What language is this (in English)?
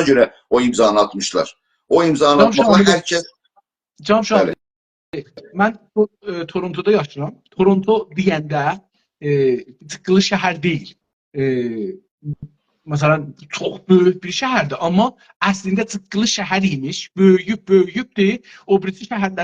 South Azerbaijani